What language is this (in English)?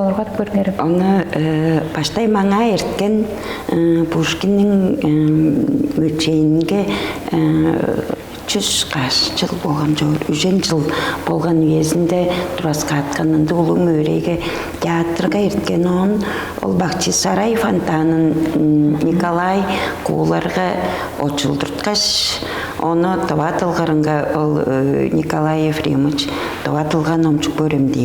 Tuvinian